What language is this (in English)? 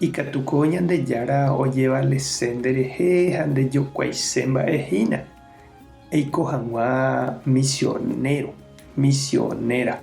Guarani